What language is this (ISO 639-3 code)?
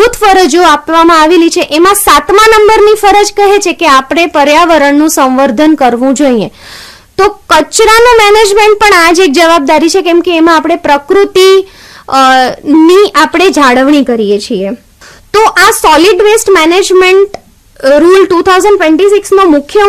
guj